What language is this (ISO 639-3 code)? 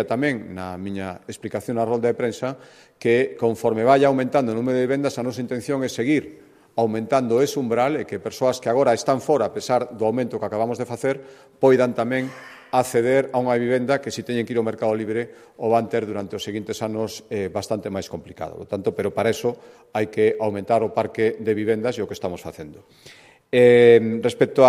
glg